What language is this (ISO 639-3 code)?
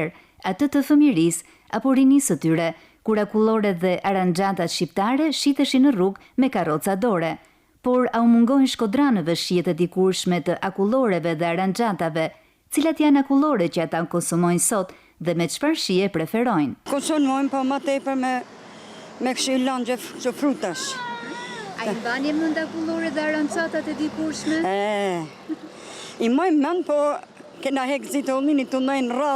sqi